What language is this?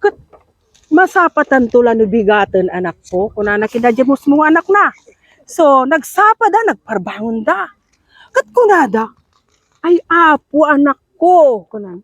Iloko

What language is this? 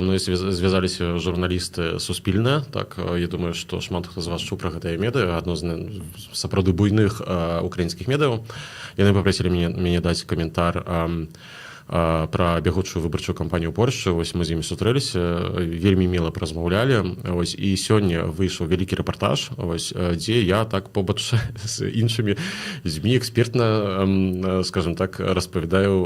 Belarusian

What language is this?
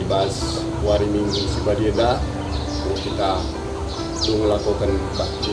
Batak Karo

